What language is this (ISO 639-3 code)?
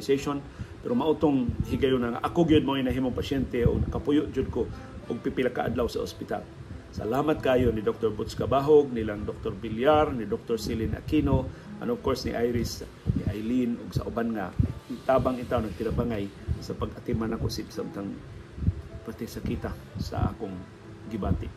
ceb